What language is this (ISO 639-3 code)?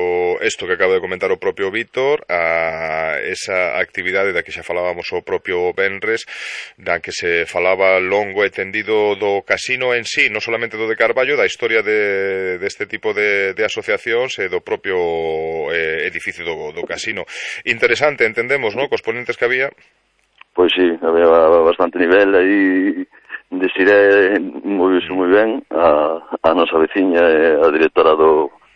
glg